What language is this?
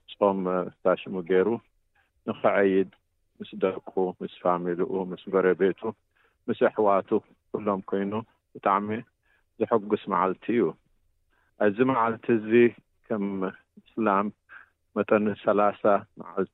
Tigrinya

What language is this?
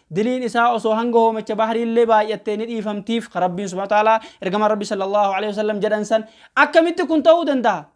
Oromo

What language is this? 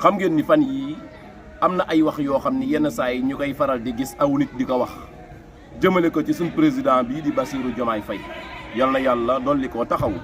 Wolof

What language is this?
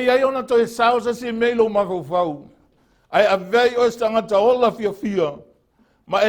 Samoan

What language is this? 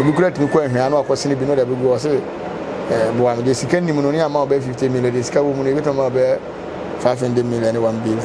Akan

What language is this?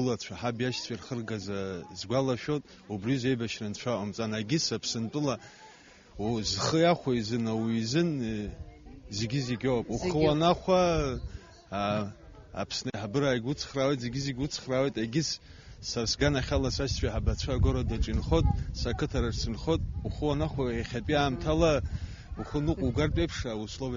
Abkhazian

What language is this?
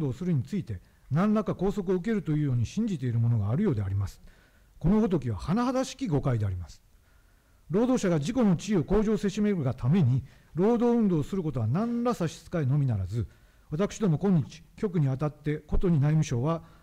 Japanese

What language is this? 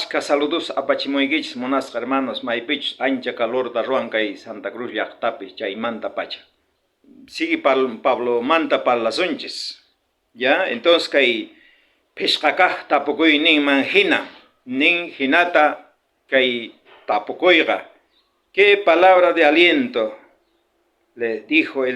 South Bolivian Quechua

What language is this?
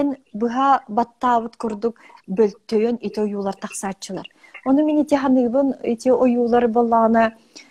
Yakut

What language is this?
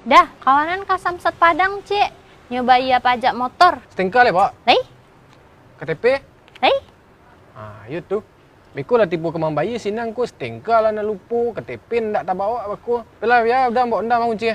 Minangkabau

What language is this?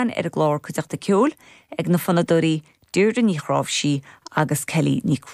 Irish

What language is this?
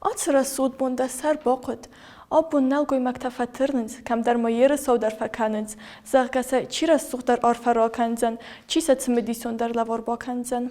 Ossetic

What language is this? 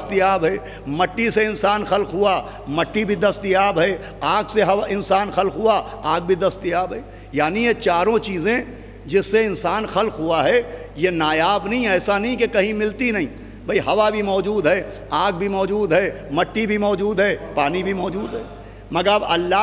Urdu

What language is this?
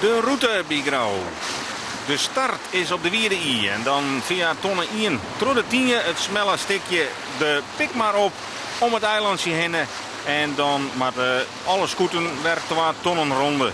Western Frisian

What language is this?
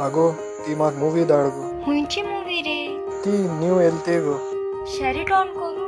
Konkani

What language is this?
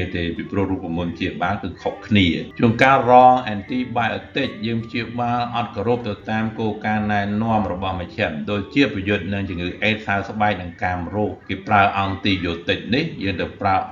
Khmer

